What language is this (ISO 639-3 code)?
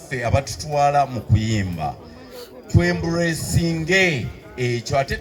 lug